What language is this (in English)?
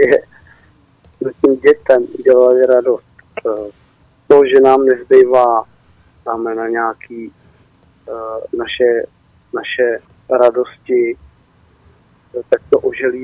Czech